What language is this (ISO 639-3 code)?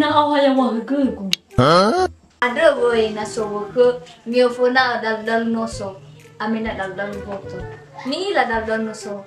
nia